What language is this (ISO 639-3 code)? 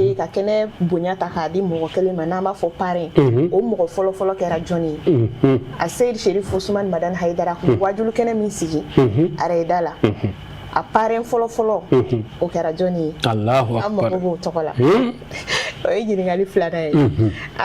bam